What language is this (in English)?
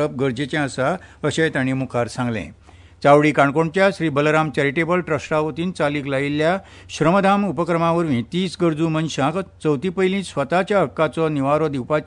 Konkani